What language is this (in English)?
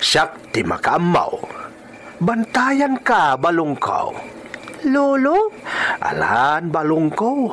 Iloko